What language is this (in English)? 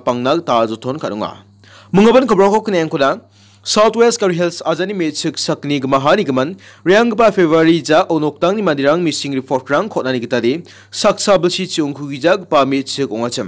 Garo